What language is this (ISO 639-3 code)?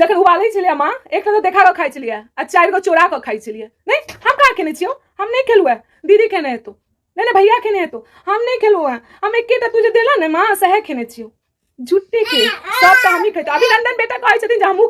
mai